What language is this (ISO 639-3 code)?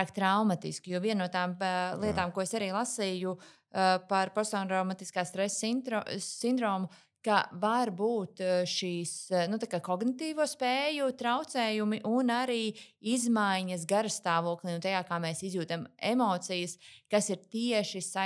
lav